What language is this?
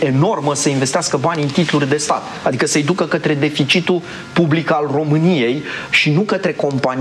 Romanian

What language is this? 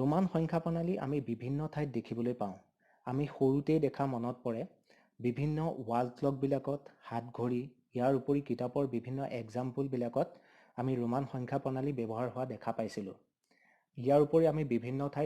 Assamese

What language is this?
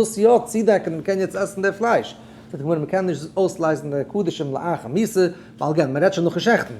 Yiddish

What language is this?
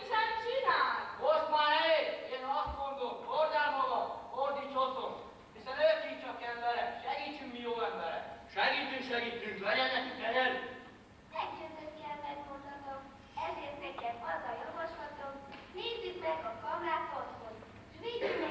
Hungarian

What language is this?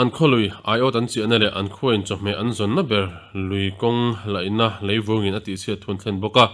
Mizo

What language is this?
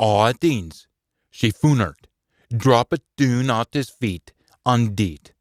Scots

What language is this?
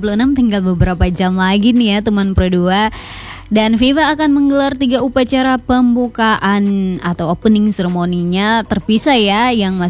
Indonesian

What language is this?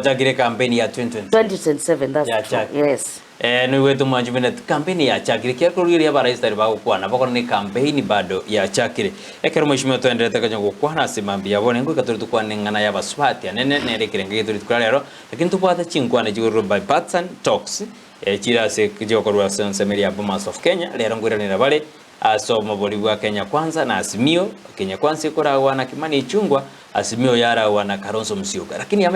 Gusii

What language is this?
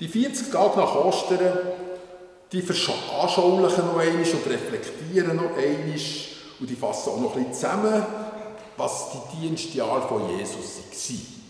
Swiss German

